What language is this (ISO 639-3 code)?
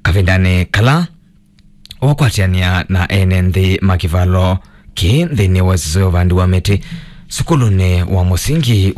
kam